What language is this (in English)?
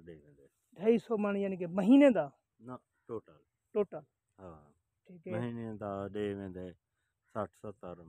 Saraiki